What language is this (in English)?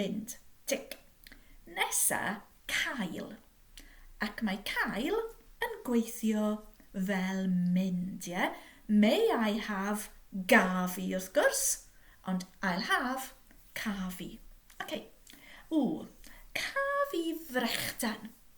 Welsh